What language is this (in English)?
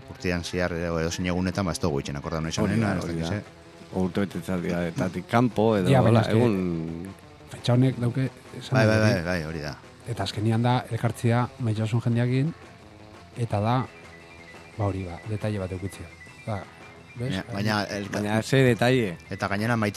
Basque